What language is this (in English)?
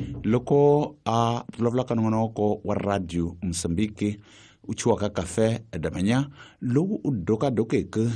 Tsonga